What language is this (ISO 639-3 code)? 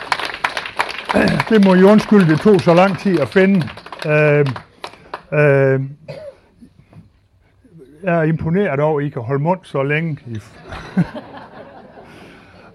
dan